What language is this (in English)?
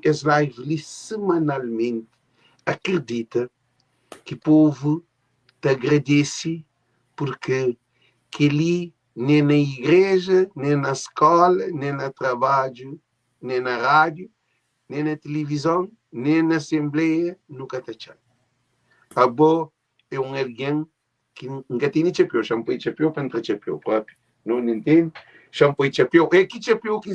Kabuverdianu